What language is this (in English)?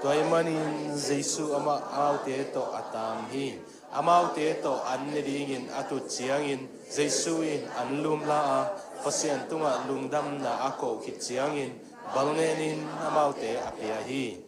Tedim Chin